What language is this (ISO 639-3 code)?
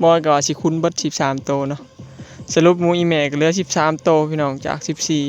tts